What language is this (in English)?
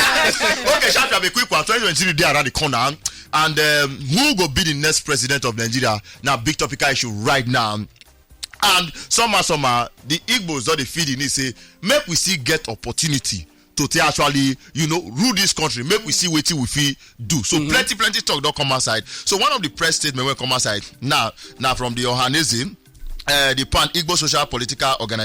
Nigerian Pidgin